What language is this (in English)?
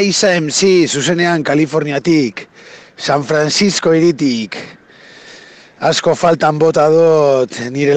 Basque